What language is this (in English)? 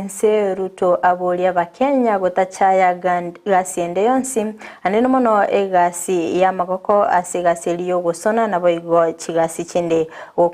Gusii